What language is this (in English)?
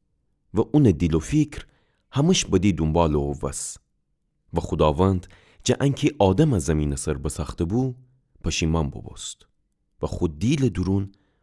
Gilaki